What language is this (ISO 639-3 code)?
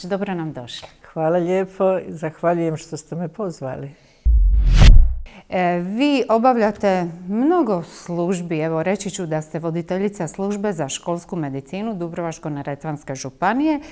hrv